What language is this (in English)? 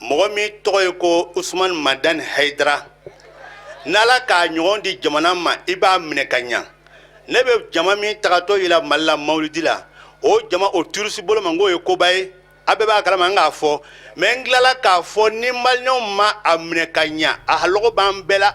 Bambara